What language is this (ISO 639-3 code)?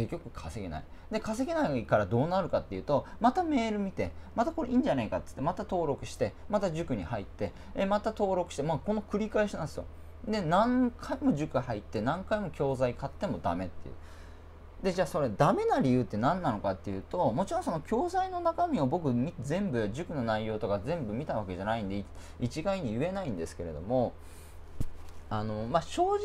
jpn